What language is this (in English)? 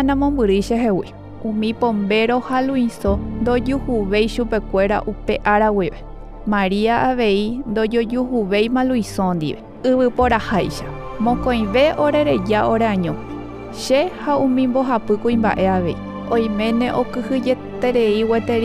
Guarani